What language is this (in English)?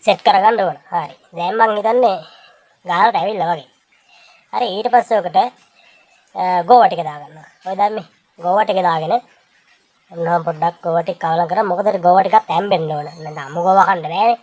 Sinhala